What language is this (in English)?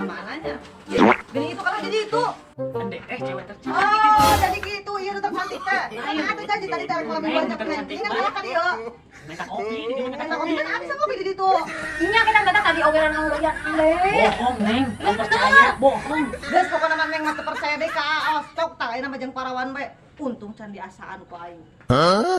Sundanese